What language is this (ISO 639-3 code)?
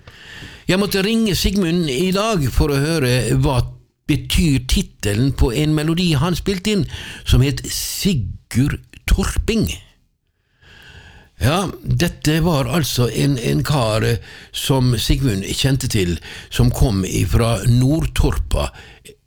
nor